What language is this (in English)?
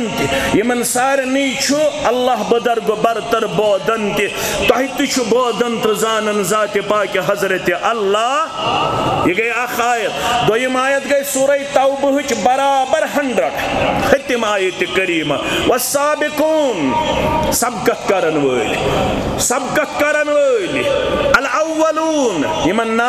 Kashmiri